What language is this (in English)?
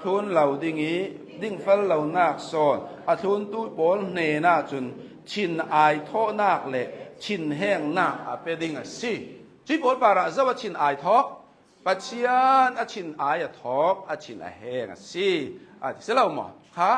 Hakha Chin